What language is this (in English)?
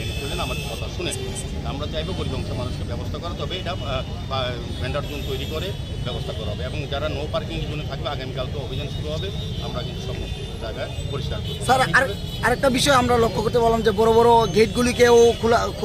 Bangla